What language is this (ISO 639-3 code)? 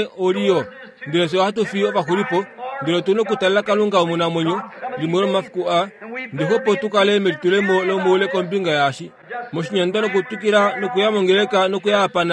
kua